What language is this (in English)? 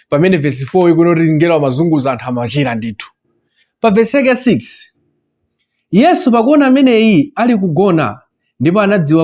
Nyanja